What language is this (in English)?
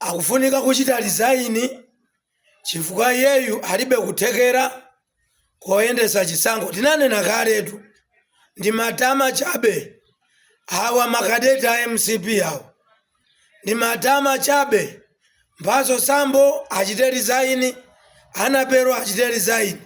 Nyanja